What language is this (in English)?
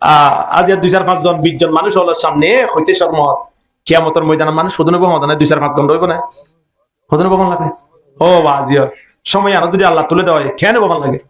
Rohingya